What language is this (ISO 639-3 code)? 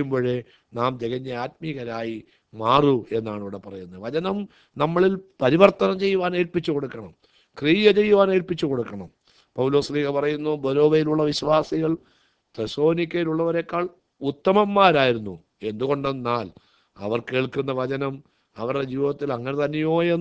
mal